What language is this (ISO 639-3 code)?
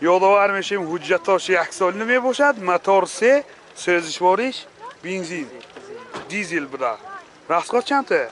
tgk